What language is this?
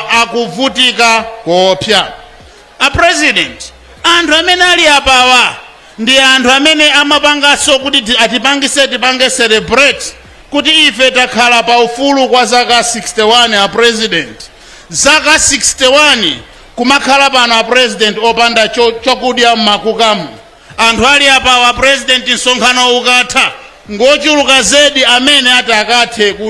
Nyanja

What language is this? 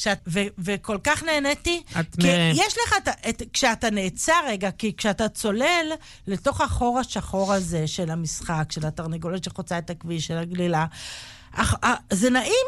Hebrew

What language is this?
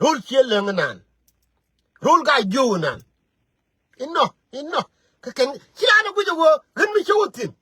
Nuer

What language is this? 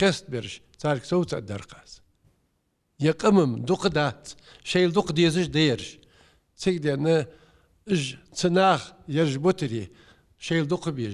Ingush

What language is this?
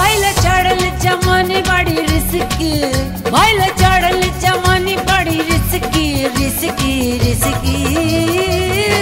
Bhojpuri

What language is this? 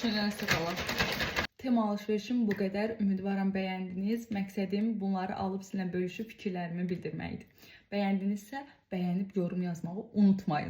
Azerbaijani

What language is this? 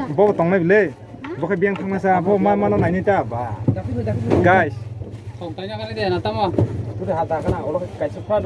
Kok Borok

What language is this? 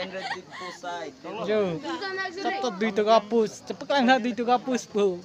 Karbi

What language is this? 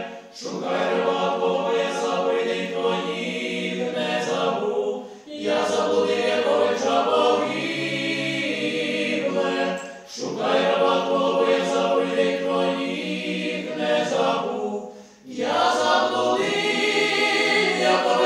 Ukrainian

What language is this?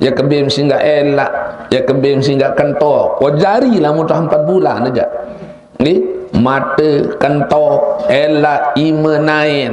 Sasak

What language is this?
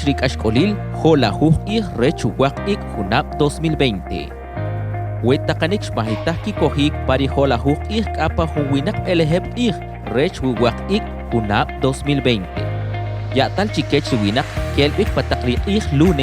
Kʼicheʼ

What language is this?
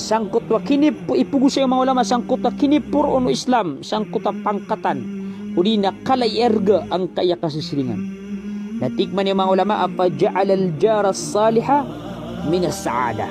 Maranao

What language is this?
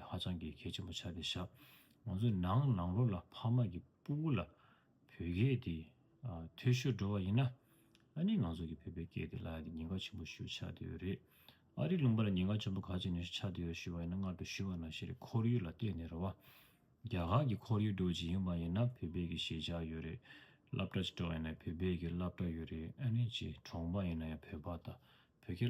Tibetan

